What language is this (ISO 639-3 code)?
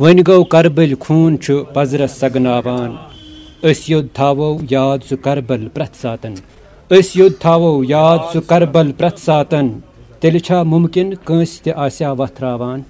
kas